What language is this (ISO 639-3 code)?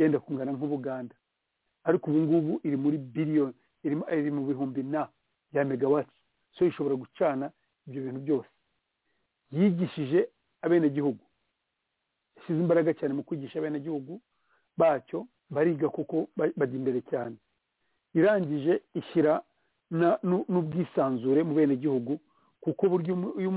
kin